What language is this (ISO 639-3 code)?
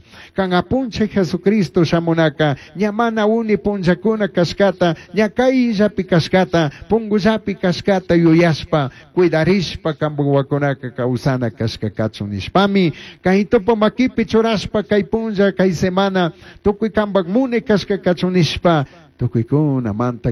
qug